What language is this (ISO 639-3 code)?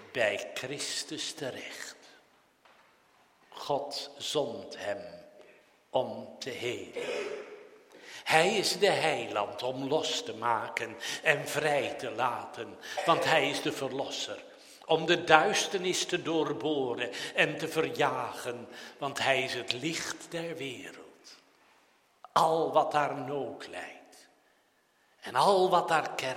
nld